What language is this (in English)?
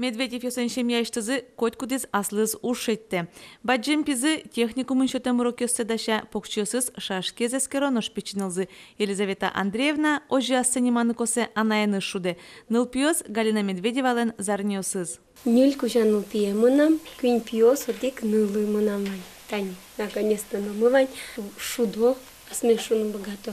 Udmurt